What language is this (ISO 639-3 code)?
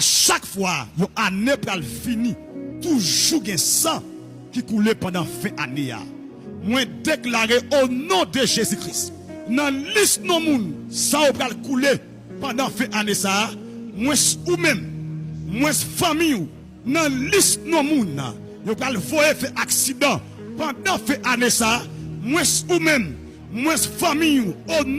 hat